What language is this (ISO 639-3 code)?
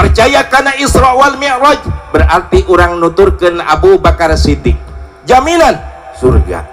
sun